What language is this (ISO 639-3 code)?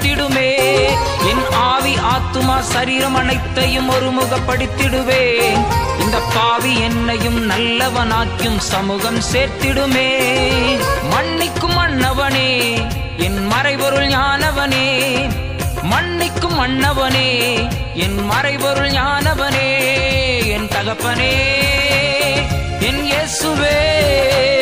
tam